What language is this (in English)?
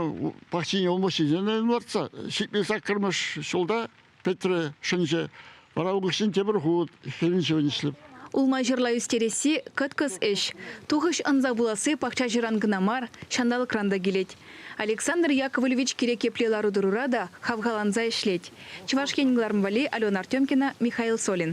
Chuvash